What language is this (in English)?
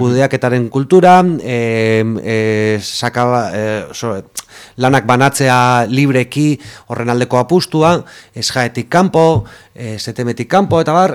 Basque